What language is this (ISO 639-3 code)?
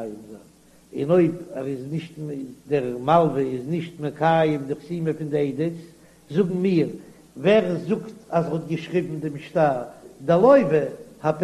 yid